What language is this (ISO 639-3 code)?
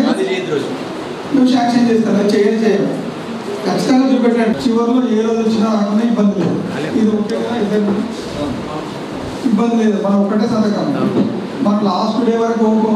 tel